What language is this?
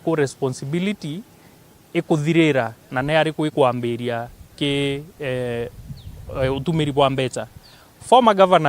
Meru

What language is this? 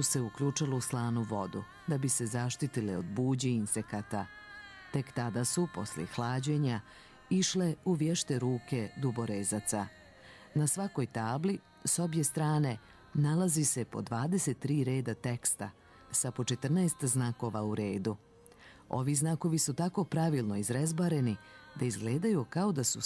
Serbian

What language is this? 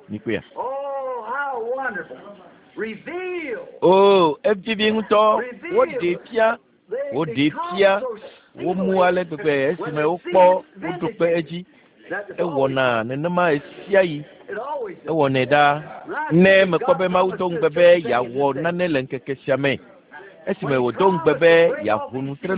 Ewe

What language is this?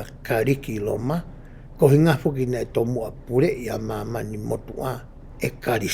Tongan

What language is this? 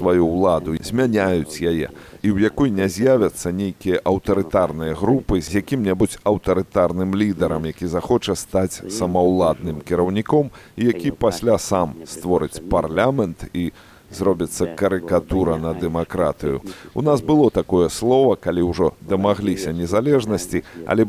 Belarusian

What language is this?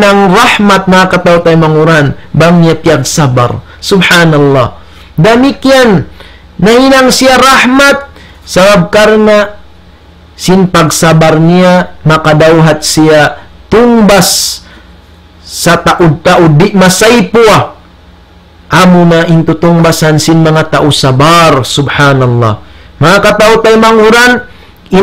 Tausug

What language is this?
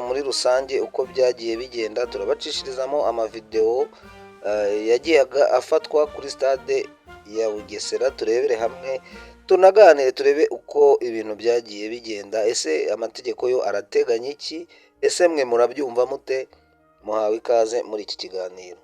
Kinyarwanda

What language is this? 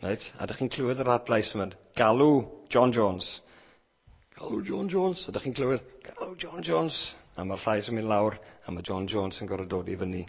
Welsh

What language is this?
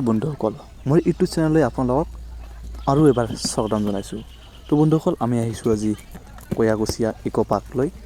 Assamese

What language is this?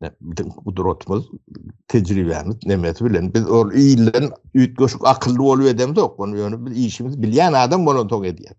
Turkmen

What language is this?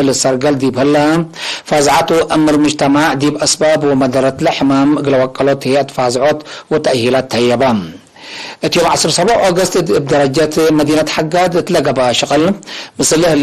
Tigre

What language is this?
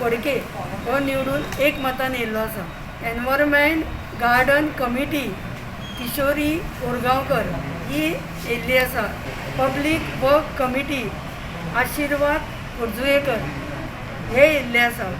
Konkani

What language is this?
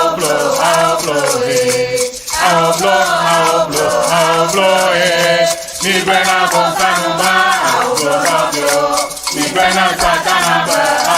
Ewe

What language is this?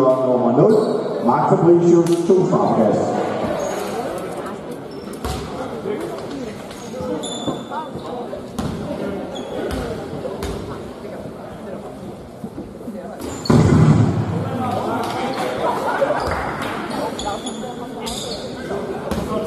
Danish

